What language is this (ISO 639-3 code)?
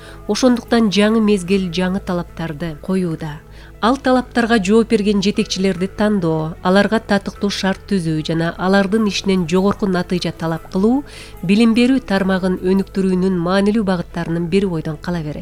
kir